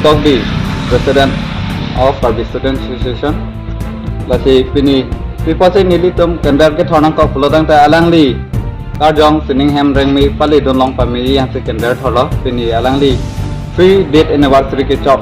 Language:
Karbi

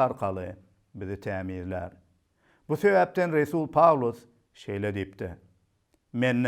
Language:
Turkmen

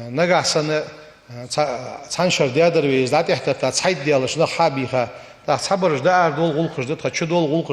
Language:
Ingush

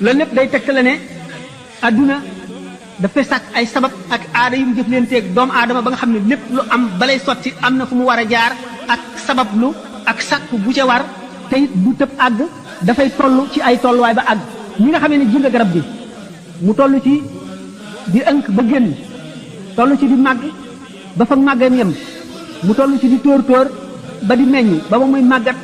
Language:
Wolof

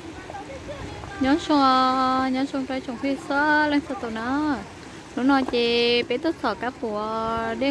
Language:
Hmong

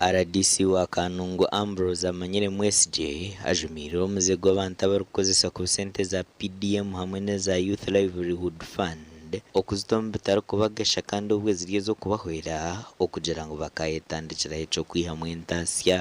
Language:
Nyankole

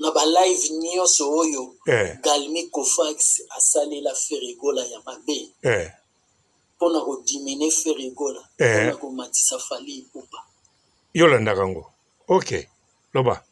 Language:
Lingala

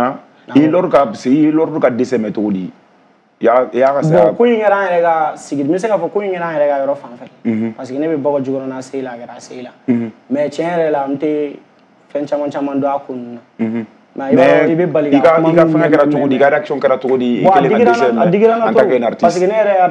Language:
Bambara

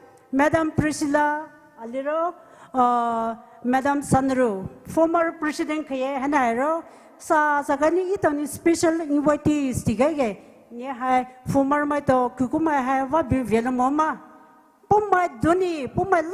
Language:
Poumei Naga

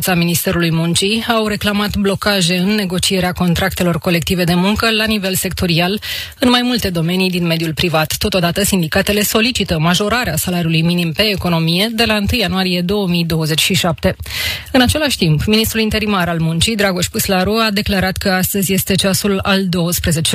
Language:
Romanian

